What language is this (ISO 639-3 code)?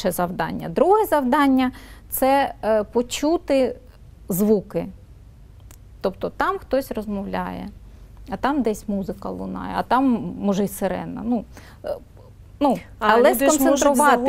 ukr